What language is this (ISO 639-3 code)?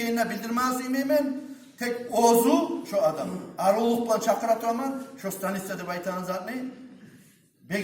kum